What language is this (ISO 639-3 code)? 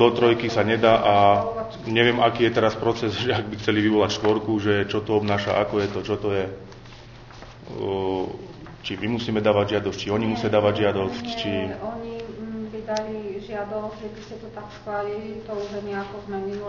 slk